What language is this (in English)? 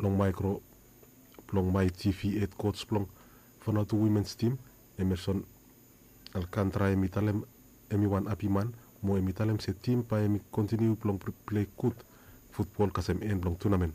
Bislama